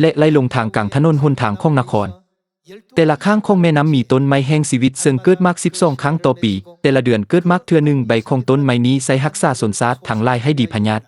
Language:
Lao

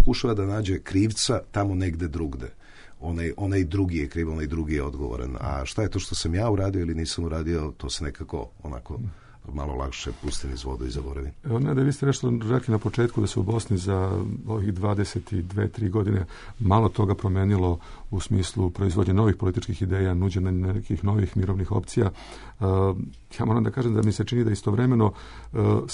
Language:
Bosnian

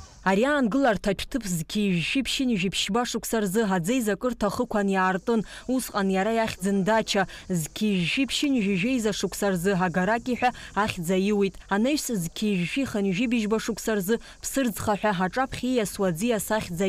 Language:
Abkhazian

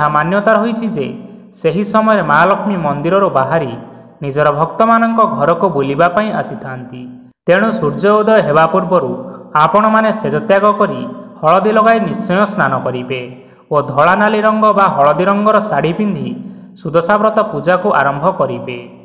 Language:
Odia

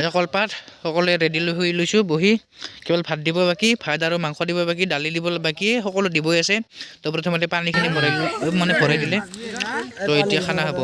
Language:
Assamese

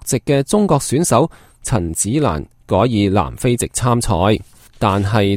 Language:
Cantonese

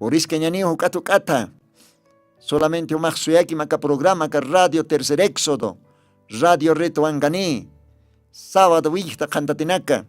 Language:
Aymara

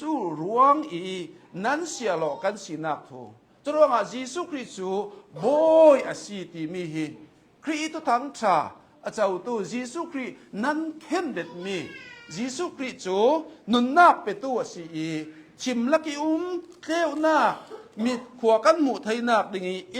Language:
Hakha Chin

